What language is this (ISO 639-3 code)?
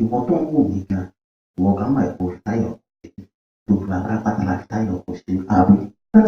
yor